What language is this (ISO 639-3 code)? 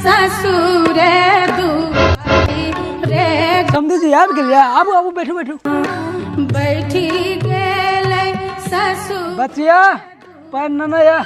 mai